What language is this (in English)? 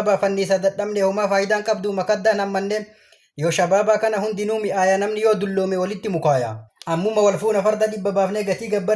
Oromo